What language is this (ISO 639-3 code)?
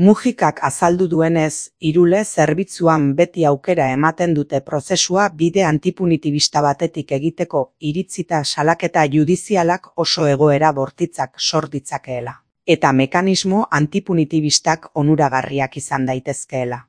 eus